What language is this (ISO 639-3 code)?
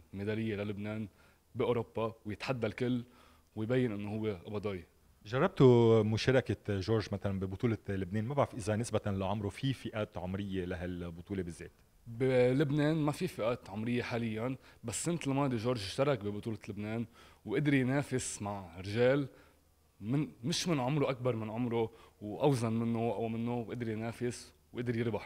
apc